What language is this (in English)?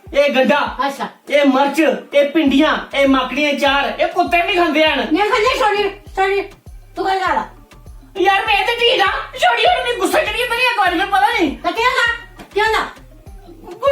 Dogri